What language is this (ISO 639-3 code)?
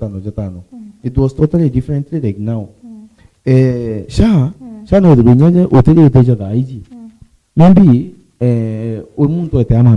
mer